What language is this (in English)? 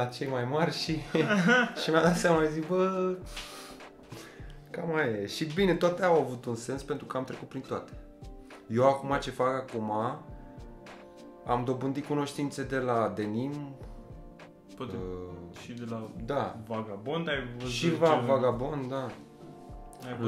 Romanian